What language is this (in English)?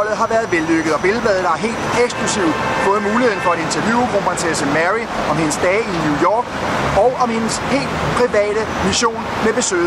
Danish